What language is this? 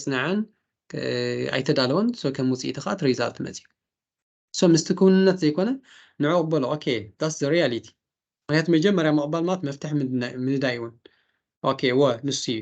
Tigrinya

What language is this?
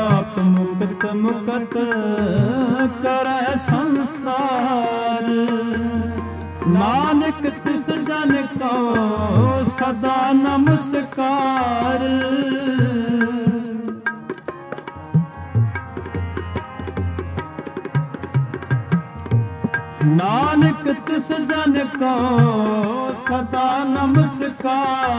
Punjabi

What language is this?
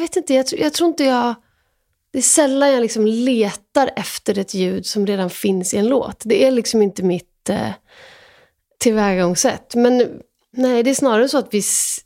Swedish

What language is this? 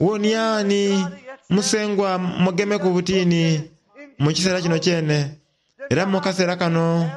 Soga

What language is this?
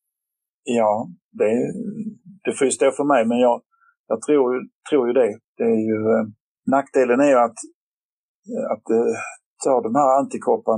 Swedish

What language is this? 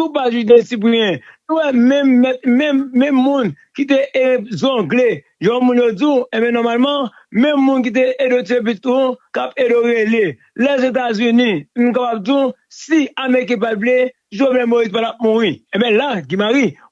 Haitian Creole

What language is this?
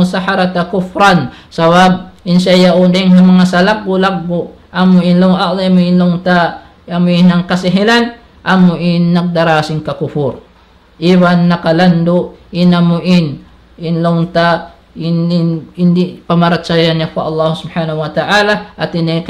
Tausug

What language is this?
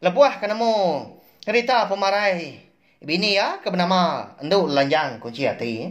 Iban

